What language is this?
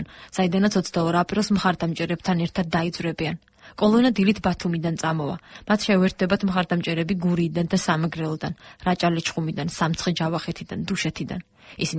Georgian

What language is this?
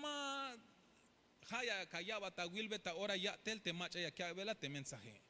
Tzeltal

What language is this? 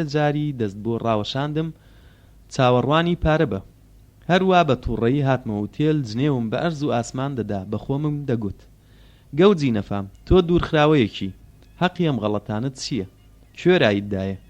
Central Kurdish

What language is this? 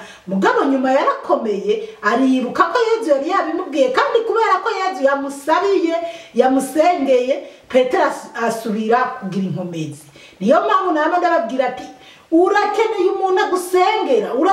Rundi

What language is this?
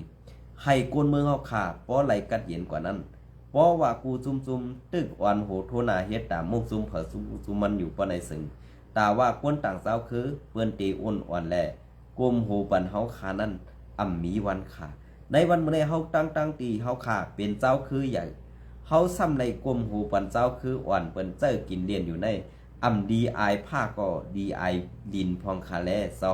Shan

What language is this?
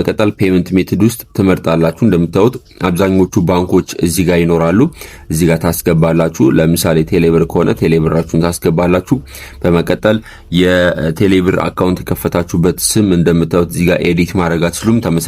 Amharic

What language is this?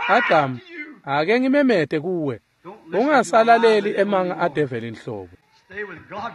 Swati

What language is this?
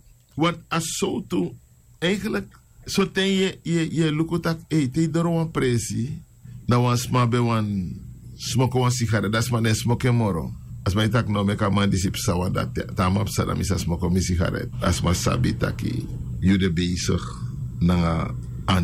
Sranan Tongo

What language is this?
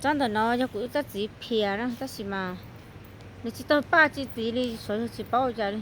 Hmong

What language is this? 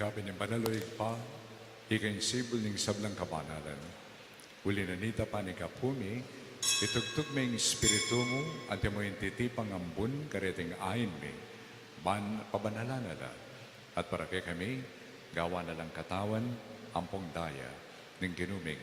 Pampanga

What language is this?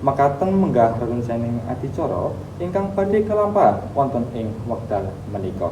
Javanese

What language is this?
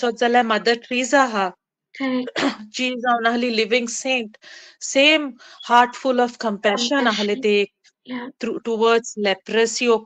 Konkani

